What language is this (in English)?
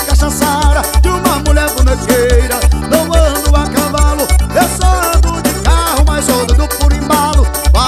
Portuguese